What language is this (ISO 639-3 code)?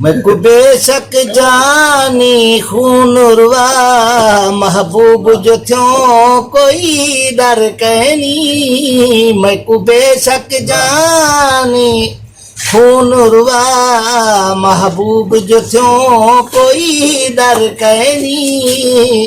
skr